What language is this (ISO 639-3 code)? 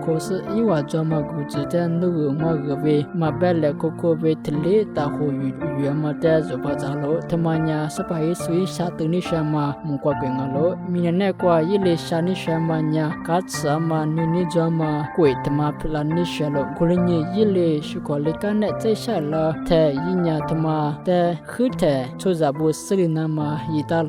lis